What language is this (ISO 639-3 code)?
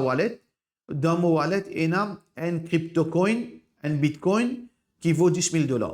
mfe